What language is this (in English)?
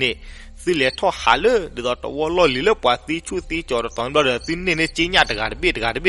S'gaw Karen